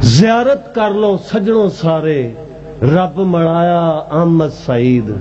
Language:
Western Panjabi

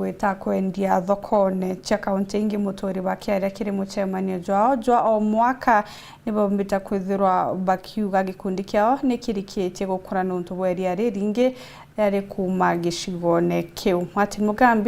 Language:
Meru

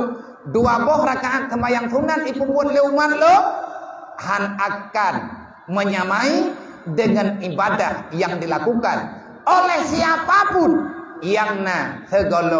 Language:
Achinese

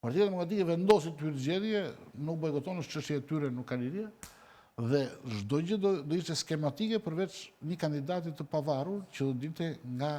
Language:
Albanian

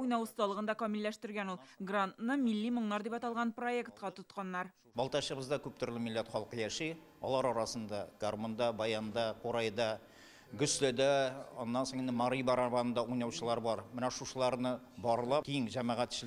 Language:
Tatar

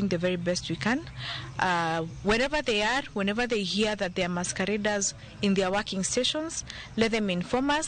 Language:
Luo (Kenya and Tanzania)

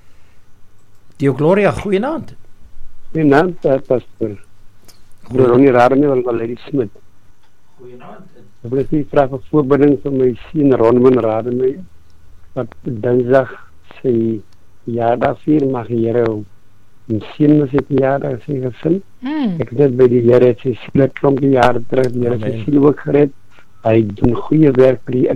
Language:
Afrikaans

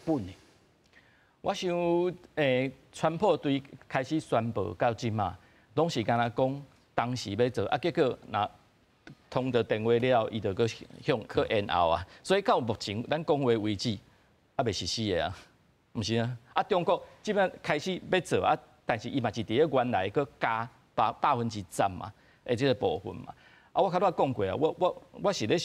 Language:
Min Nan Chinese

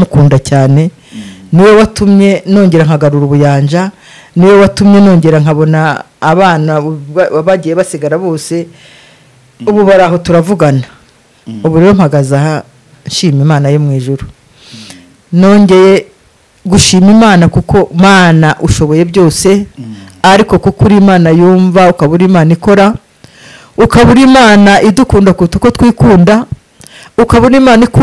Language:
Kinyarwanda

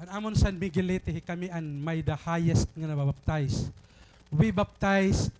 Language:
Waray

